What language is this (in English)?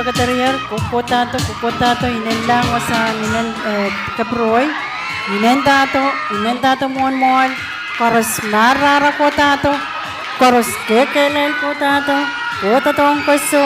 Pohnpeian